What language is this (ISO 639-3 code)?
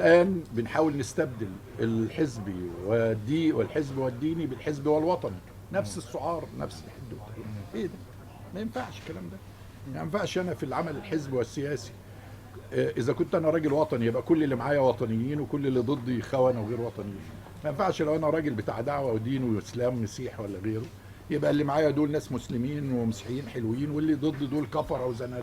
arz